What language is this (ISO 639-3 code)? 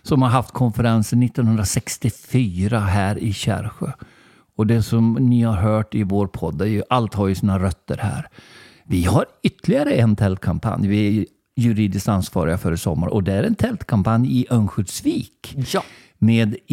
swe